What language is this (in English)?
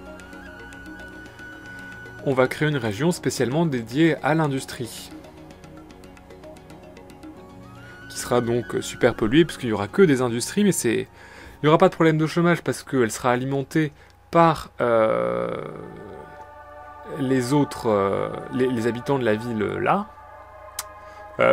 French